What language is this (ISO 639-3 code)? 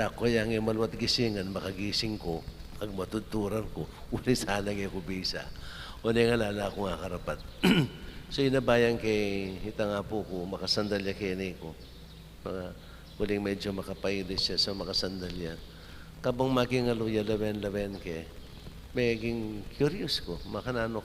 pam